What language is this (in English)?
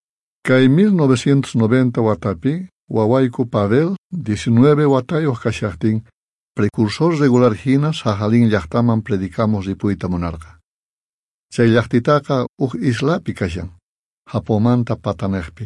South Bolivian Quechua